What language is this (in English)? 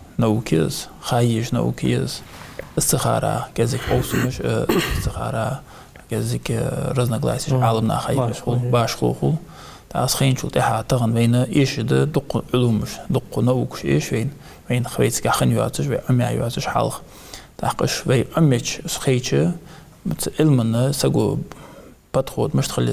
Ingush